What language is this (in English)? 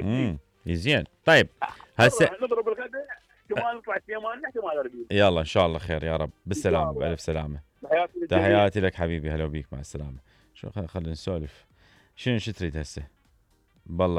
Mesopotamian Arabic